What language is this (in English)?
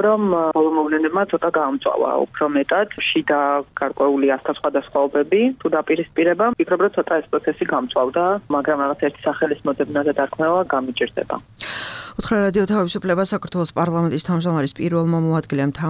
Georgian